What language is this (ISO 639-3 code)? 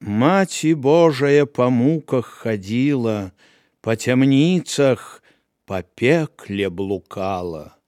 bel